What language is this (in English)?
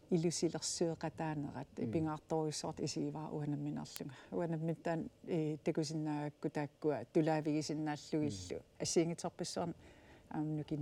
Kalaallisut